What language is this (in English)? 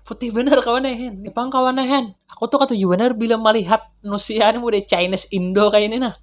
Banjar